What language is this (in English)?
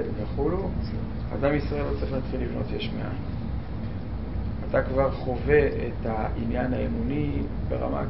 Hebrew